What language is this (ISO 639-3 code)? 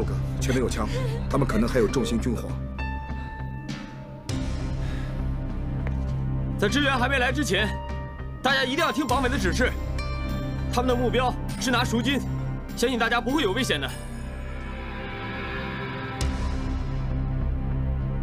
zho